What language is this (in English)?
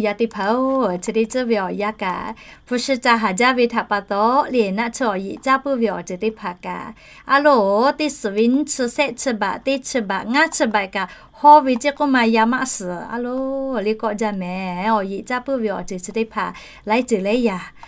Lahu